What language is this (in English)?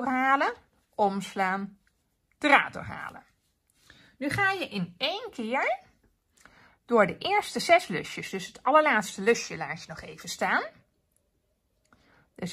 Dutch